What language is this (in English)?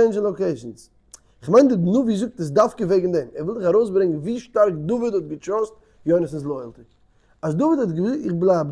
Yiddish